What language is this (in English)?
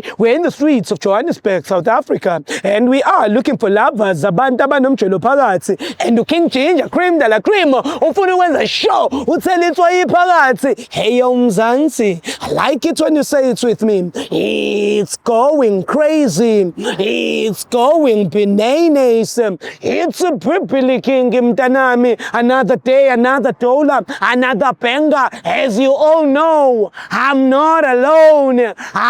Zulu